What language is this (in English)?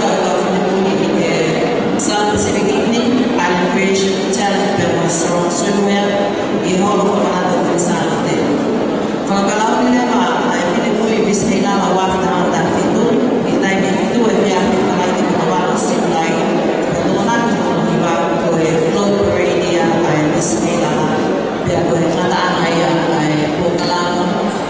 Tongan